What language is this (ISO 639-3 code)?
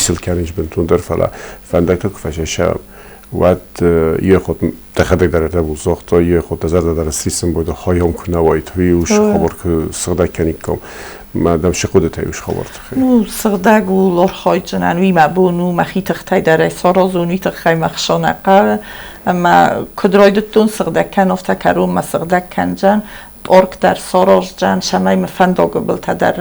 oss